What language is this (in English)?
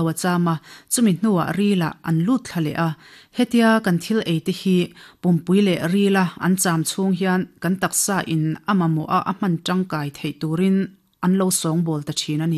Mizo